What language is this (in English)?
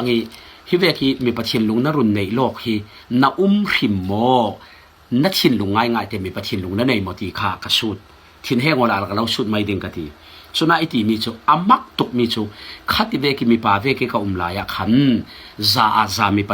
Falam Chin